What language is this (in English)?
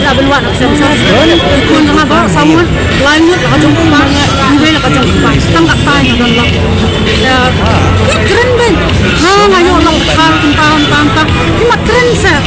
Khasi